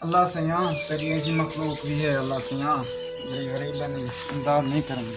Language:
Saraiki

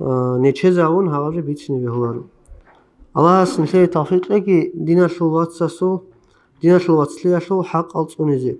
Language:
Avaric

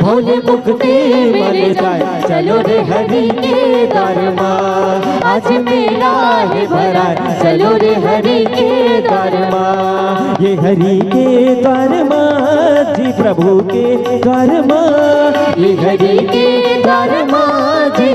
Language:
Chhattisgarhi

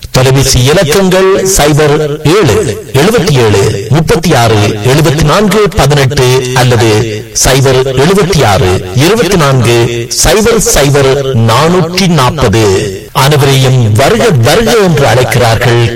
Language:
Tamil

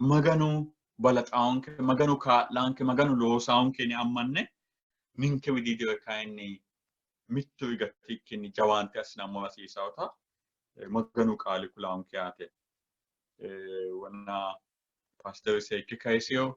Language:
Sidamo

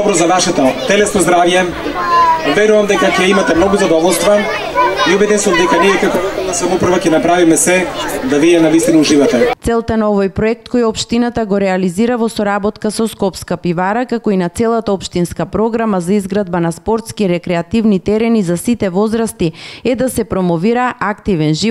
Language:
Macedonian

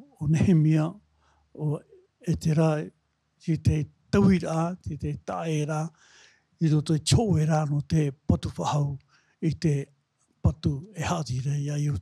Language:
Tahitian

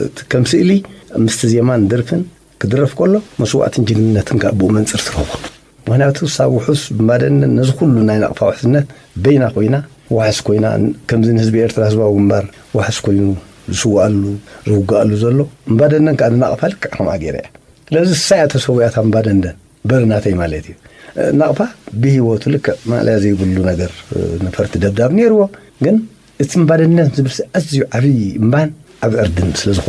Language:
Tigrinya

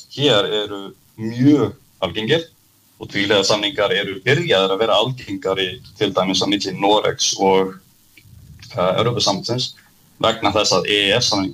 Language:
Icelandic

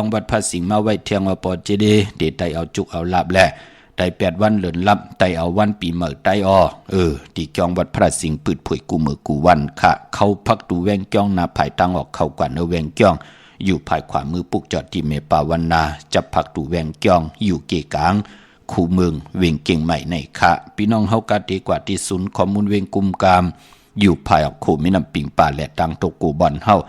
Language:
Shan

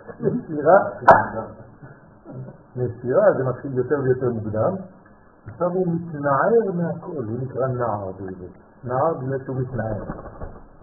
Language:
Hebrew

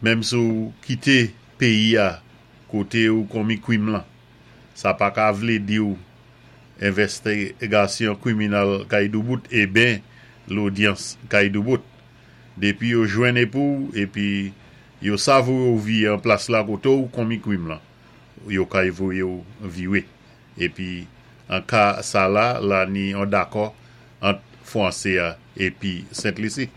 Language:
Saint Lucian Creole French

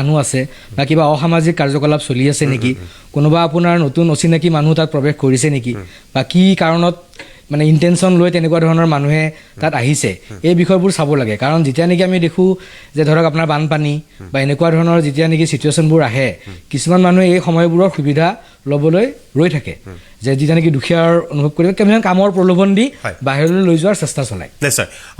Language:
Assamese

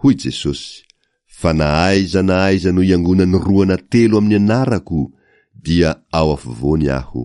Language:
Malagasy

